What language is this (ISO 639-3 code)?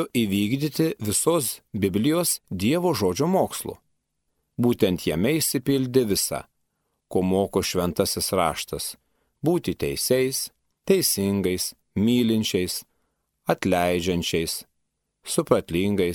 lit